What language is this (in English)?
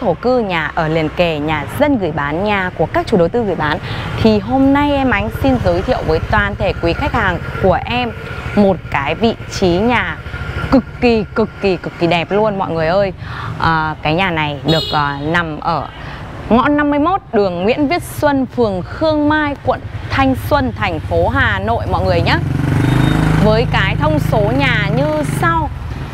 Vietnamese